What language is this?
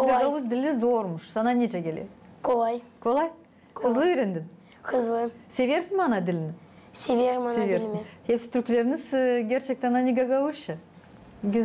Gagauz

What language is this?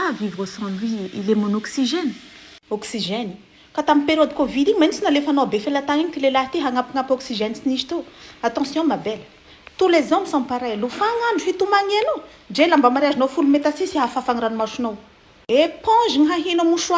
Malagasy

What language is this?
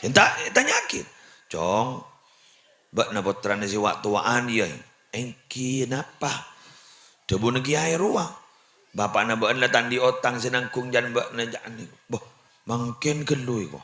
Madurese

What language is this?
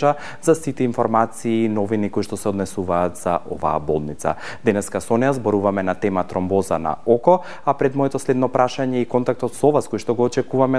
Macedonian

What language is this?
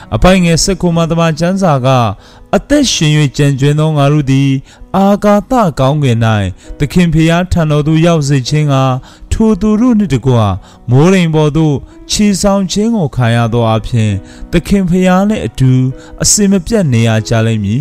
Burmese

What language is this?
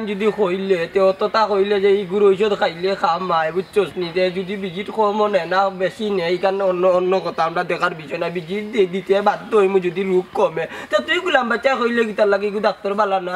Sylheti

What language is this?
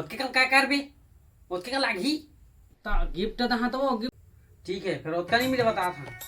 Chhattisgarhi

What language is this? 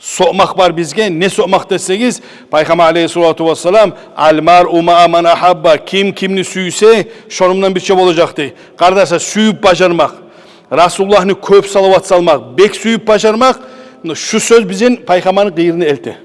Kumyk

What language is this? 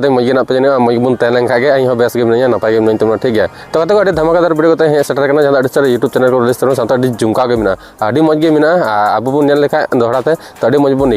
Santali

